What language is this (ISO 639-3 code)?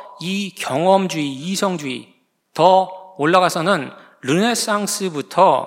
kor